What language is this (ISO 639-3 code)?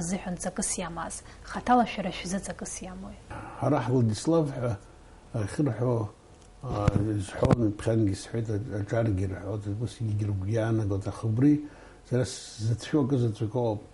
abk